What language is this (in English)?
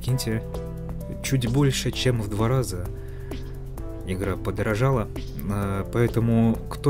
Russian